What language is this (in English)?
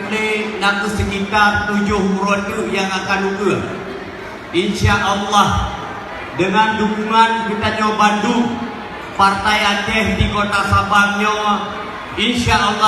Achinese